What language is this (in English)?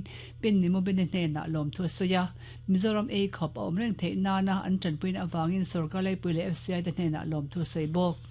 Mizo